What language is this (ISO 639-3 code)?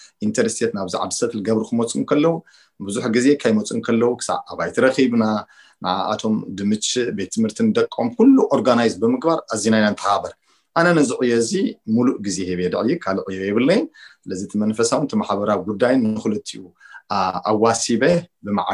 tir